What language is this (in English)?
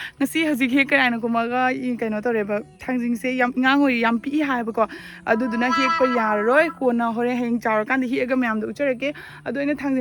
Manipuri